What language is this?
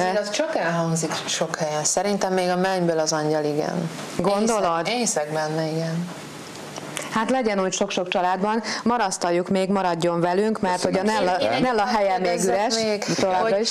Hungarian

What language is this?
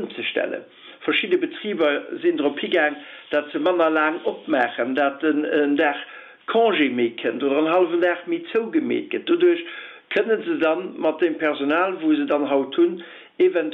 Luxembourgish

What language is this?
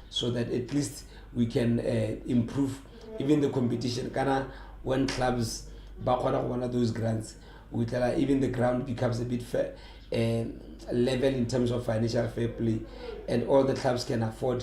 Tswana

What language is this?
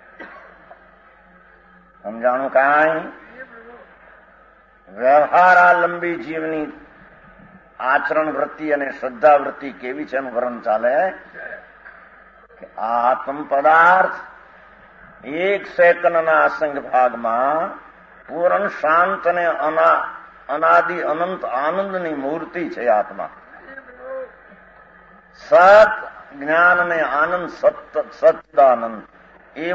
Gujarati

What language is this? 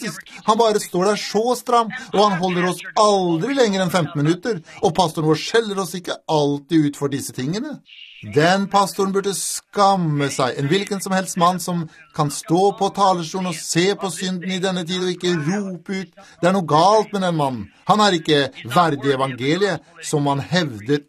Norwegian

